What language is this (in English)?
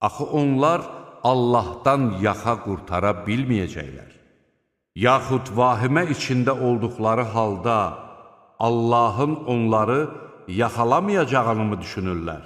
Azerbaijani